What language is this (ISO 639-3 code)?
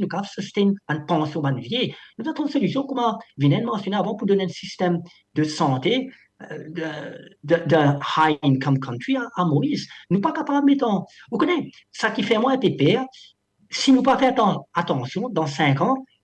mfe